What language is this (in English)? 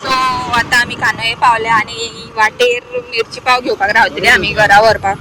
Konkani